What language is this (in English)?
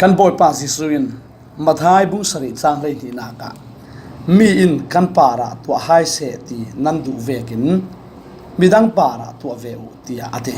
Falam Chin